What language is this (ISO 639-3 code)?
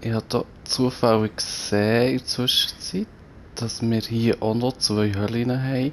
gsw